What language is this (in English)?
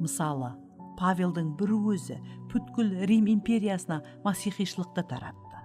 Kara-Kalpak